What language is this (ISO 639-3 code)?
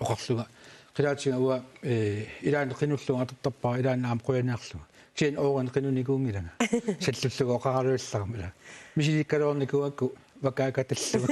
kal